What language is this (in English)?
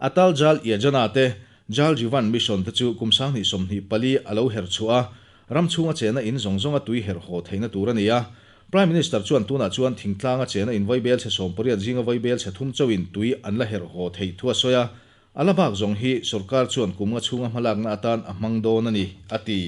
Mizo